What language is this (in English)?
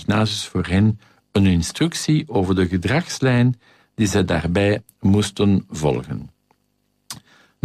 Dutch